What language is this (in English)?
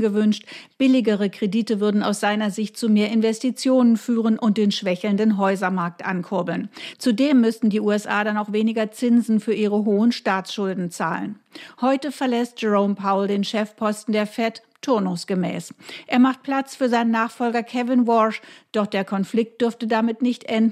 German